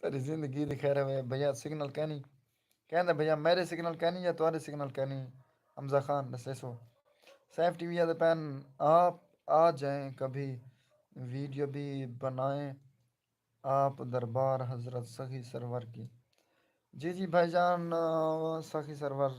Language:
Saraiki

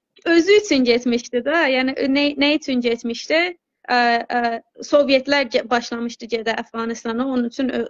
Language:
South Azerbaijani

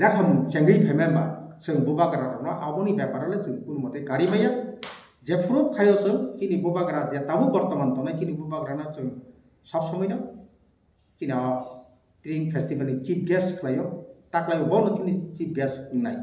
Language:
Kok Borok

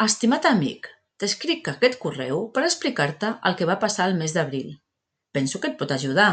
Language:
Catalan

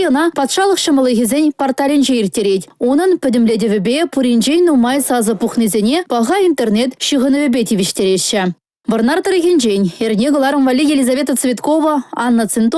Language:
Chuvash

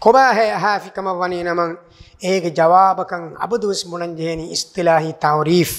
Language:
Divehi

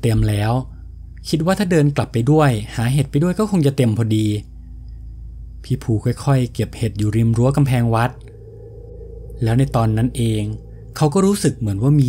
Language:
Thai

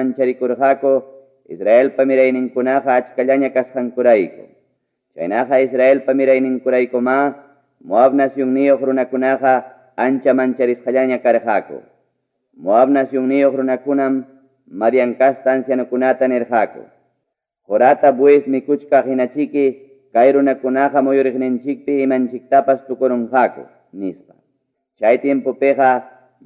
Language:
Ayacucho Quechua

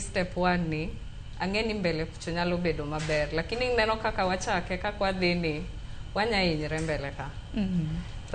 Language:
Luo (Kenya and Tanzania)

